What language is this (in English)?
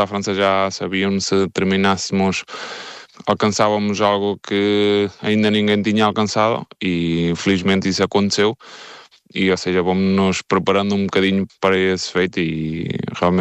Portuguese